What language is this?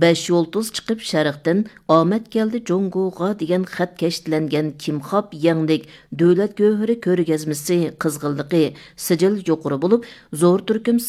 Uyghur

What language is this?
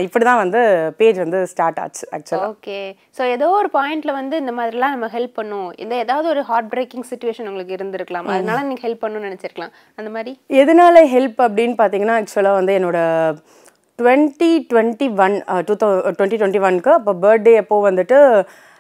Tamil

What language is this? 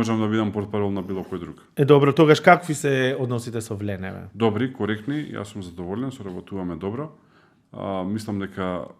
Macedonian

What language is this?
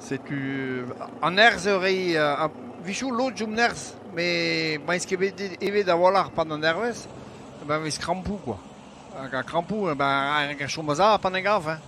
Breton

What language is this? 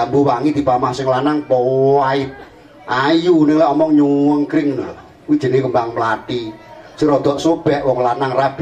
Javanese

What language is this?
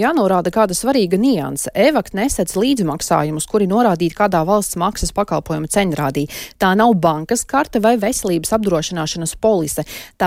Latvian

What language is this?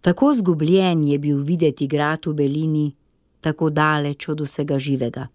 Slovenian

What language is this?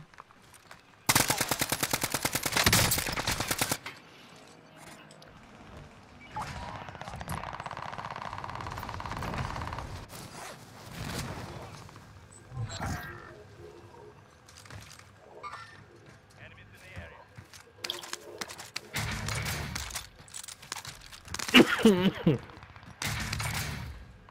Malay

